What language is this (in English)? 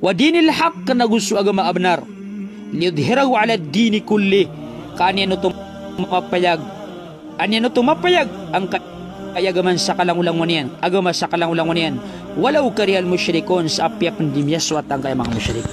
Maranao